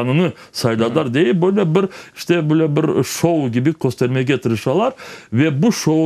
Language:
Crimean Tatar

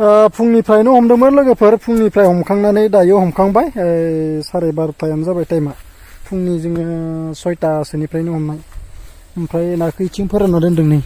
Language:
Bodo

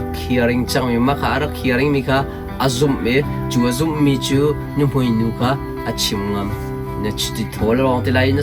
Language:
Hakha Chin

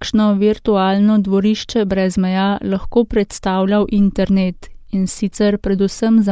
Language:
Slovenian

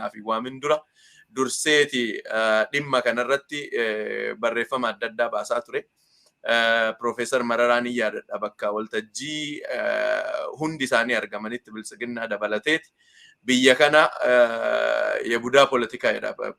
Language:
Oromo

